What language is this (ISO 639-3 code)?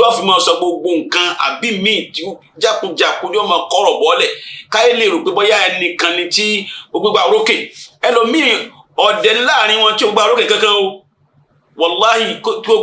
yor